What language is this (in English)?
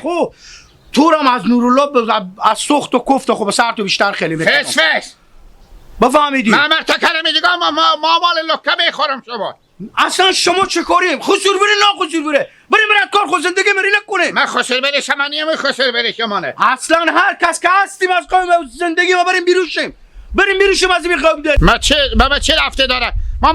Hazaragi